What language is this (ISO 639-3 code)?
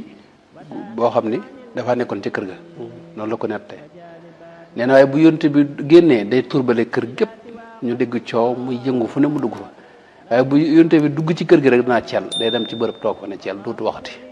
wol